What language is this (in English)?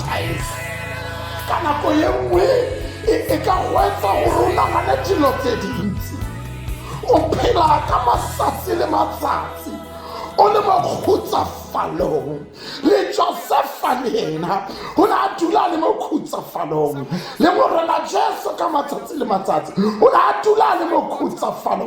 Tswana